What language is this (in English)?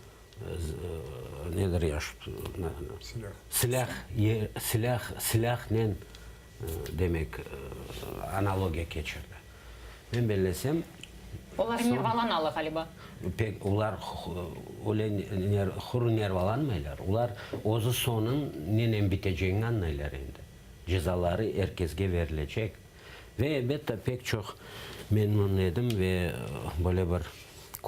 Crimean Tatar